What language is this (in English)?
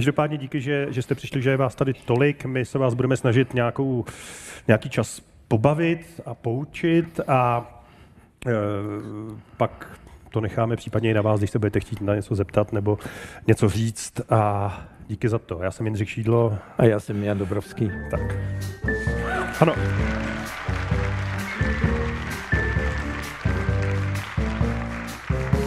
Czech